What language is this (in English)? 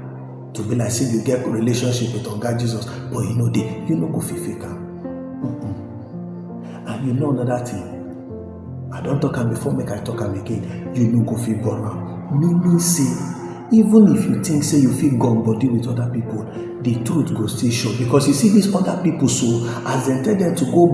Nigerian Pidgin